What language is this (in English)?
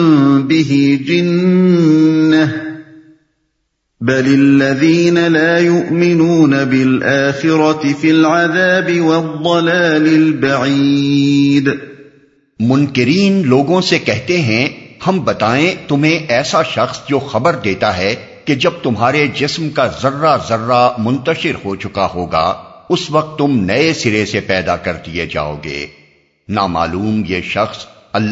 Urdu